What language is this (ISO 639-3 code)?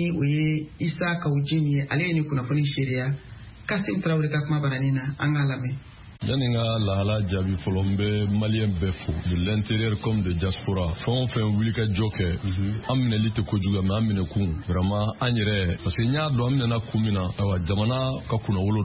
bam